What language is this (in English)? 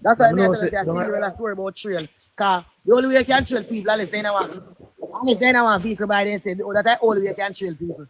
Jamaican Creole English